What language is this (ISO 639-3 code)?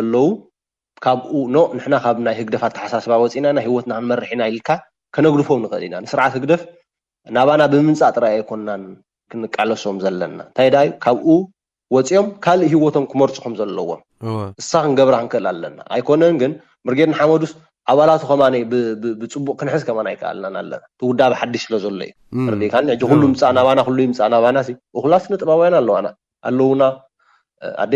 tir